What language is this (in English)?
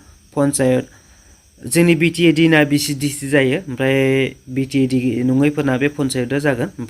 Bodo